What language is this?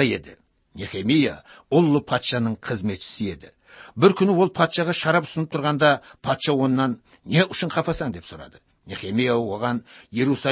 Kyrgyz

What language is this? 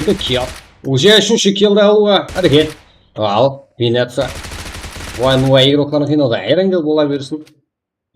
Kara-Kalpak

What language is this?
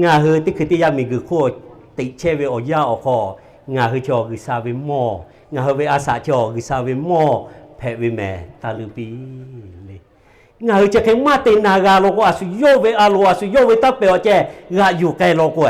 Lahu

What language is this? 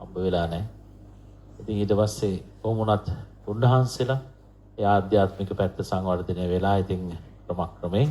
Sinhala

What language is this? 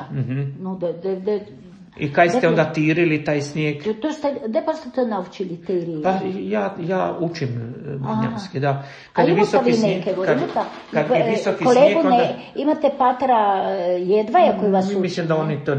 Croatian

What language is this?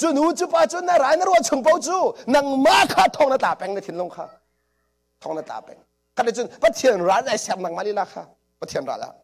Hakha Chin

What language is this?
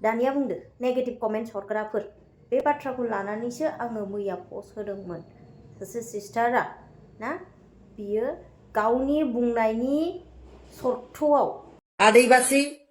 Bodo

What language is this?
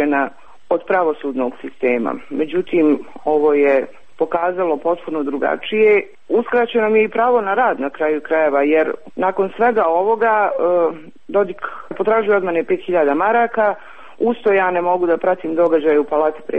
Serbian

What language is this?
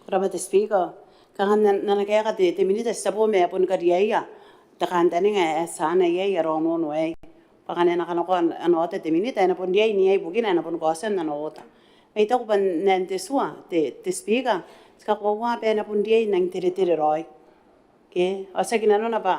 Gilbertese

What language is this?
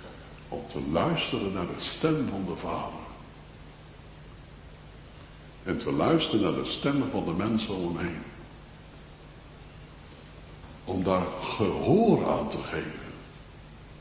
Dutch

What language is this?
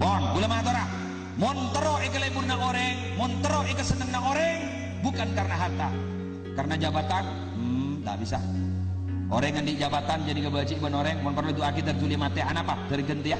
Madurese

